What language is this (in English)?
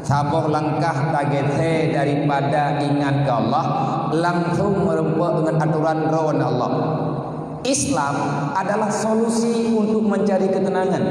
Achinese